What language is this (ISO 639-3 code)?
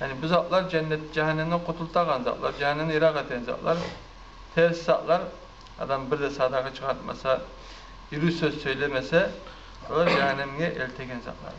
kum